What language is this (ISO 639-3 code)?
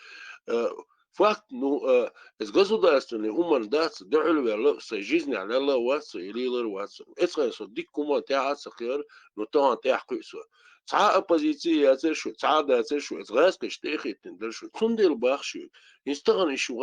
che